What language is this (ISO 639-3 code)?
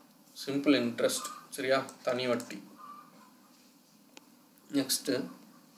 tam